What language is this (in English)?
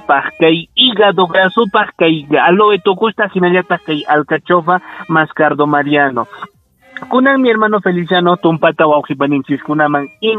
Ayacucho Quechua